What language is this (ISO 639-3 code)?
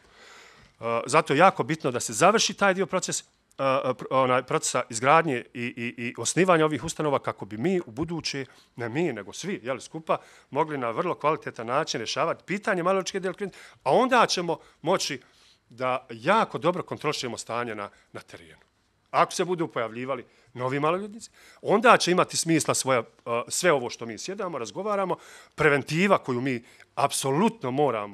bos